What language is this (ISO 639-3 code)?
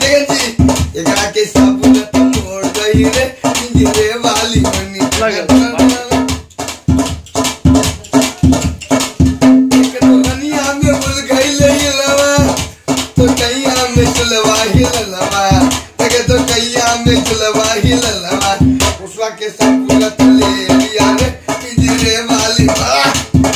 bho